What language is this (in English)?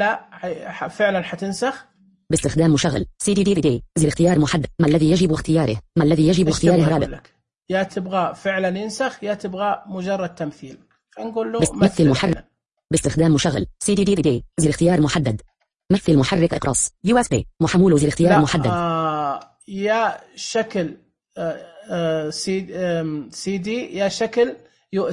Najdi Arabic